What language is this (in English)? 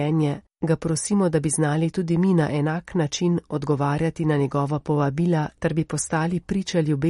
Slovenian